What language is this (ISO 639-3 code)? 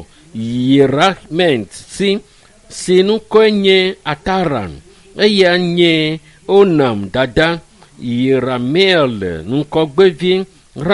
ewe